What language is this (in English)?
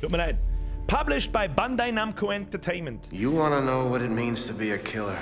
Bavarian